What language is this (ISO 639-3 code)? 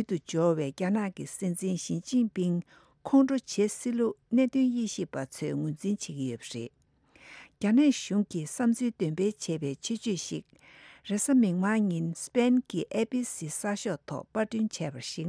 bod